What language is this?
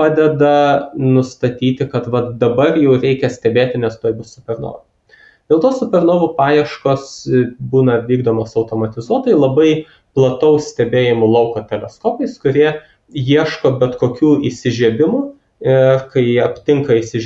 Lithuanian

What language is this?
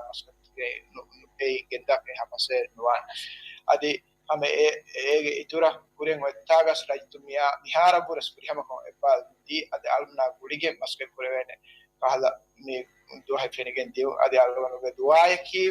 Divehi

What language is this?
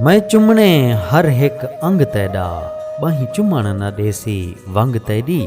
Saraiki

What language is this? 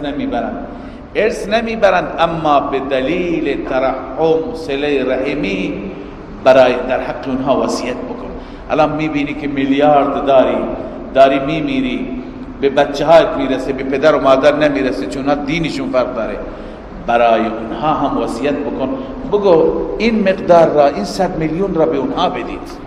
Persian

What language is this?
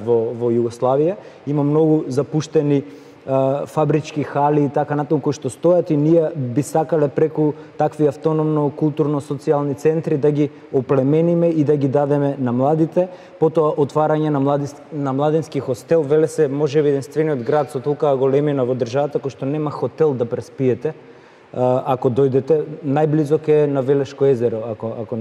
Macedonian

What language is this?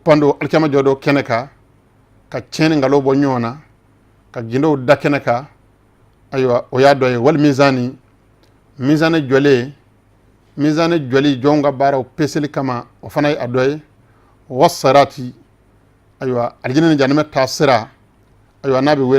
Bambara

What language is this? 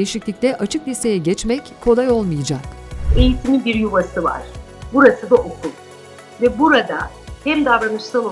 Turkish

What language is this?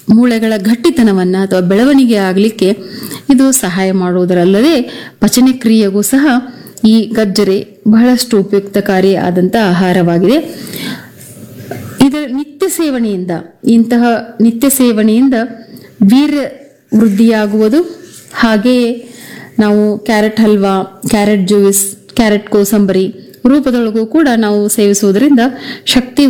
Kannada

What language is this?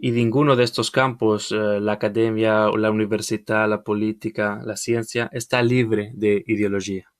Ladino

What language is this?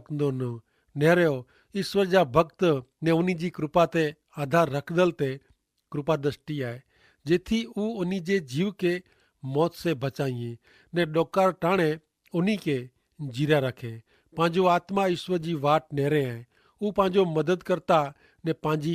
Kachhi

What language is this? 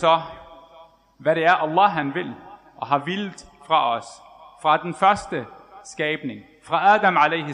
Danish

